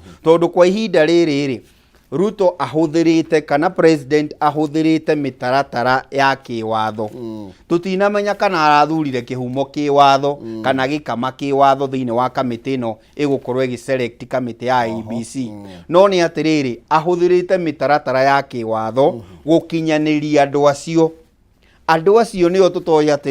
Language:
Kikuyu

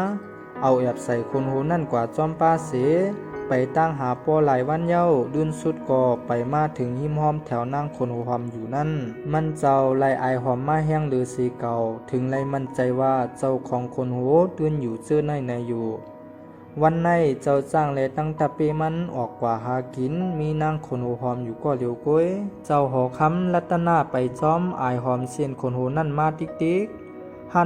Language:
Shan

